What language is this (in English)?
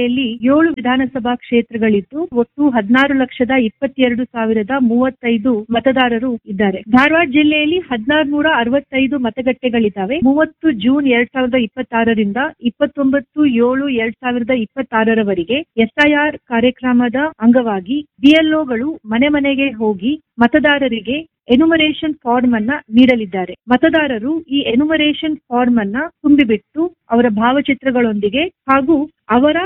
Kannada